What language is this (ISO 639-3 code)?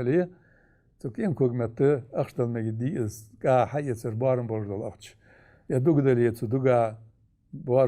inh